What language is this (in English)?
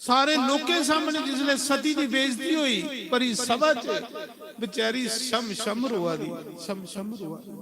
Dogri